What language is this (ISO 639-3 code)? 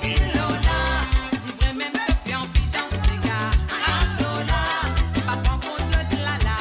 mfe